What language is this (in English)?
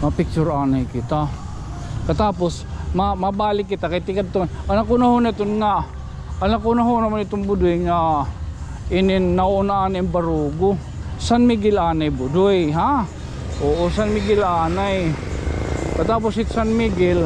Waray